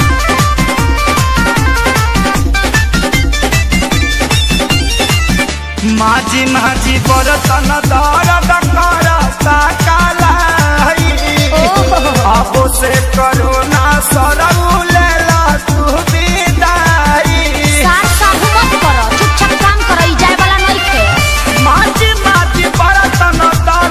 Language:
Bhojpuri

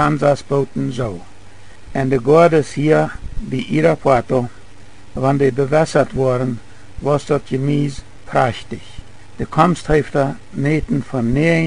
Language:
Plautdietsch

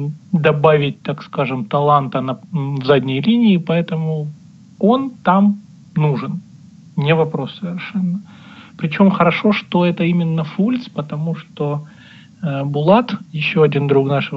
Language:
Russian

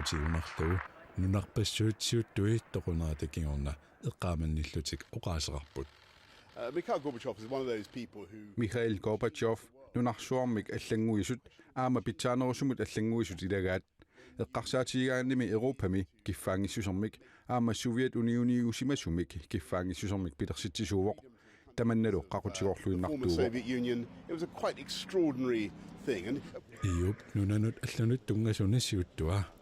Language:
Kalaallisut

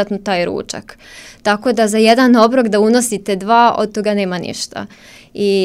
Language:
Serbian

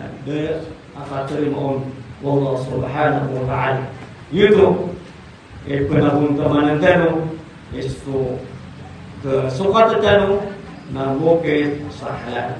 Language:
Maranao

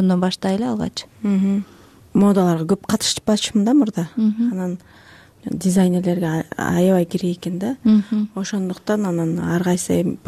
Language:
Kyrgyz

